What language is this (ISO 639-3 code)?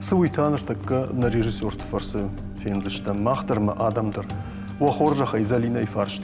oss